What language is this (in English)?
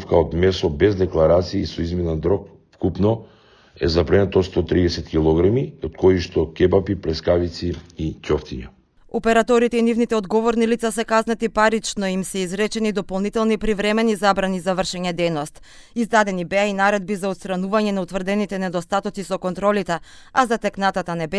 Macedonian